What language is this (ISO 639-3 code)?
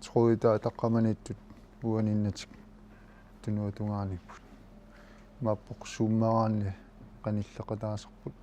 kal